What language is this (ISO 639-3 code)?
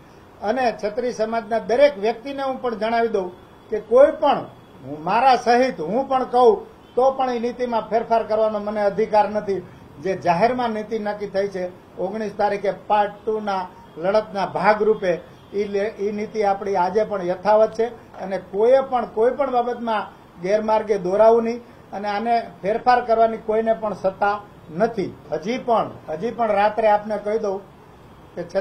guj